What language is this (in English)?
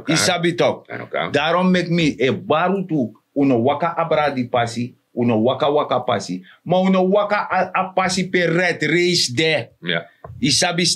Sranan Tongo